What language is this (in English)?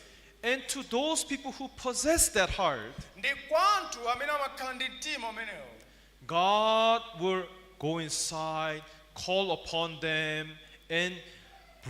Nyanja